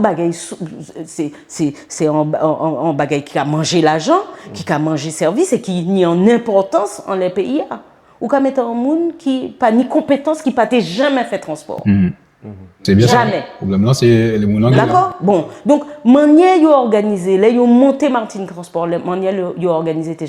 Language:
Guadeloupean Creole French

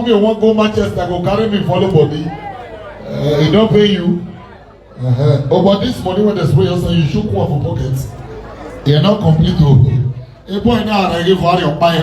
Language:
Nigerian Pidgin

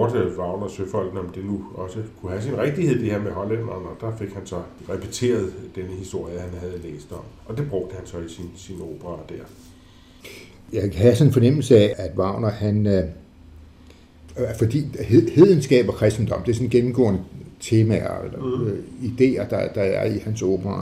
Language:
Danish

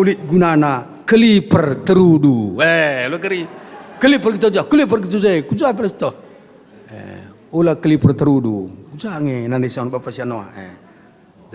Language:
Batak Karo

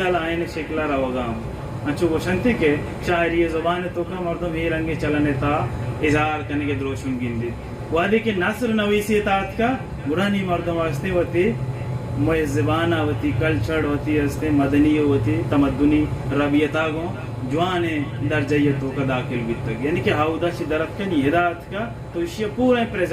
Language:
Baluchi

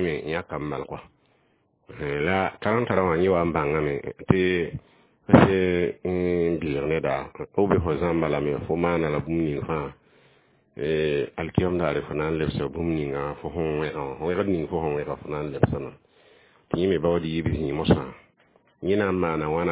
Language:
Mossi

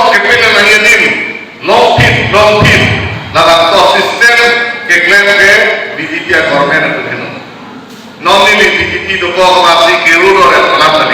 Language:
Karbi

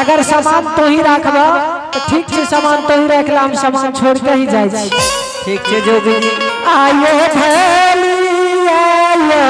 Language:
Angika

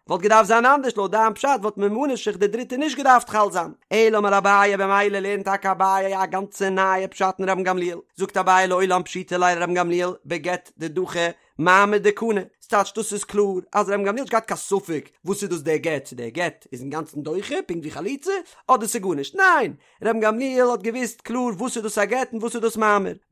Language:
Yiddish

